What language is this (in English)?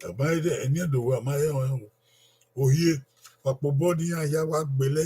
Bini